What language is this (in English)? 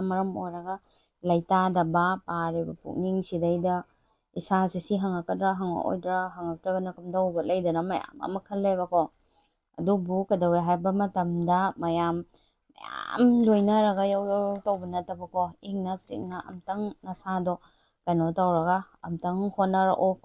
Manipuri